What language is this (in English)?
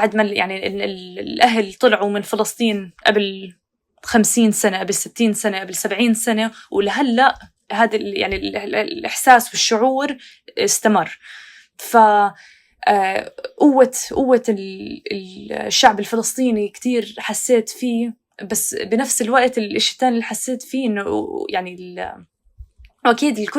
North Levantine Arabic